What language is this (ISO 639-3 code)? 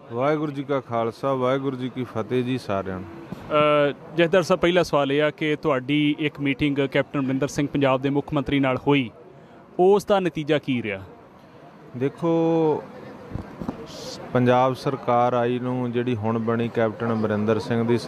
pan